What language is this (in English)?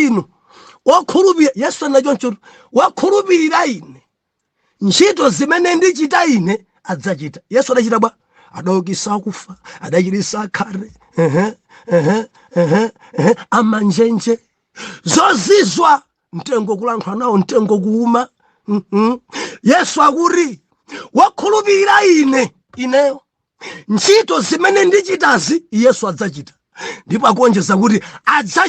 Nyanja